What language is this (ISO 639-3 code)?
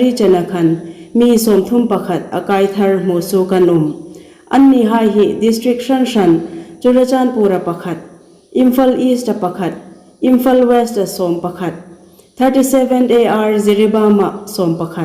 hmr